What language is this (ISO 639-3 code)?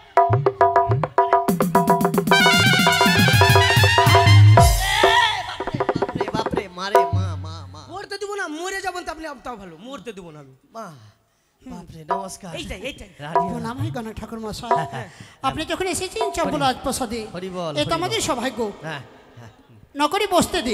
ben